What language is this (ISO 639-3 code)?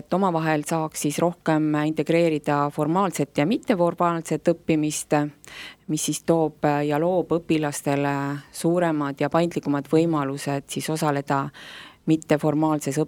est